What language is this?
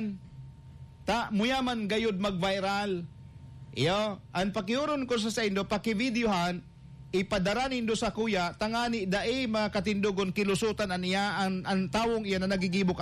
Bikol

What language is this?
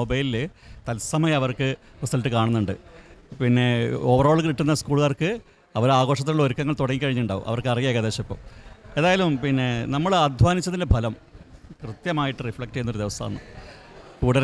Malayalam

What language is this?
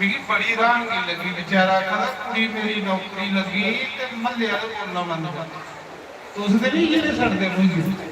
Dogri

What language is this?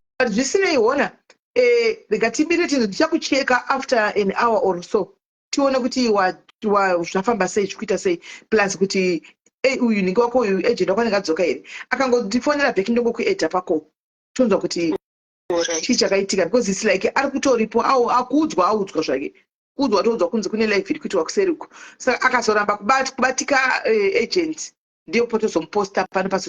Shona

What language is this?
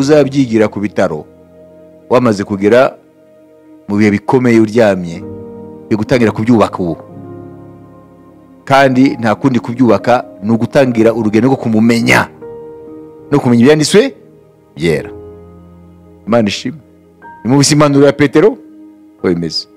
Kinyarwanda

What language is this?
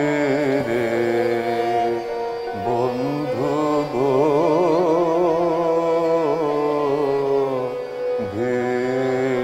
Bangla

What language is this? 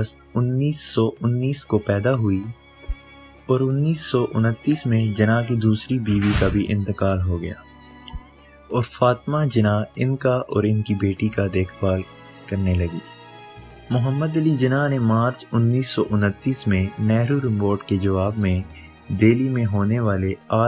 Urdu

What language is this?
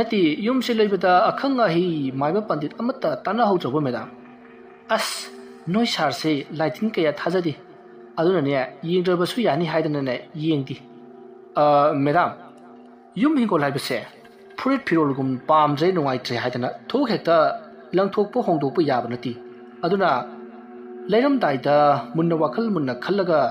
Manipuri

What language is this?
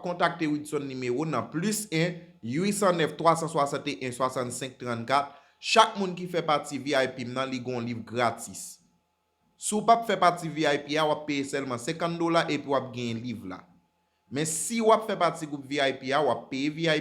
Haitian Creole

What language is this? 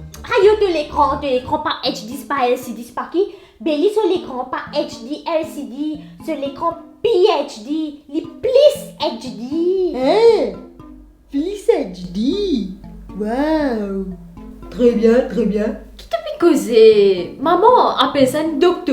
Morisyen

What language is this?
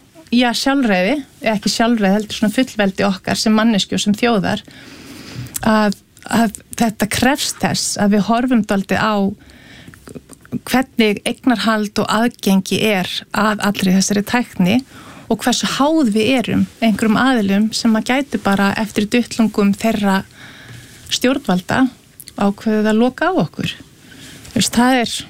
Icelandic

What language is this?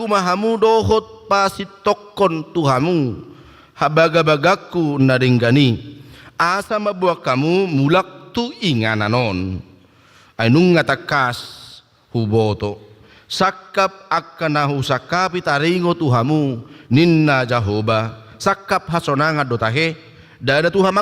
Batak Toba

